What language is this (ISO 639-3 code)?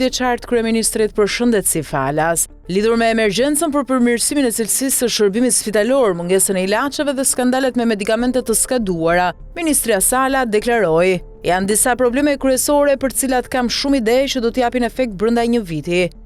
sqi